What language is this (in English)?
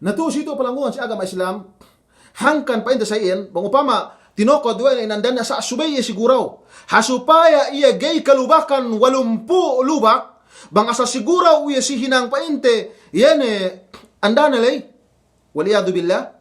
Yakan